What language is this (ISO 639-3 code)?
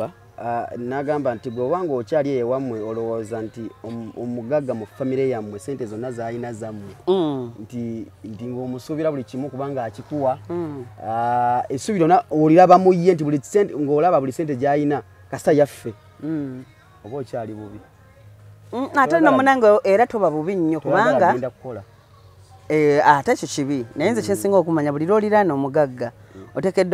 lug